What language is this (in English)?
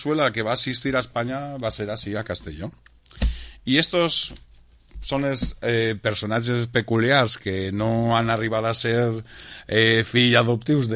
Catalan